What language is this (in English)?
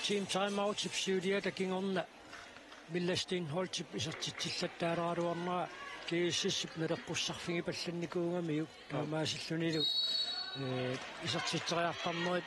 Kalaallisut